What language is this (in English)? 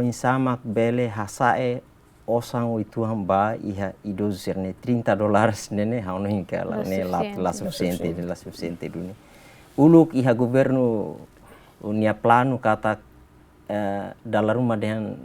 Tetum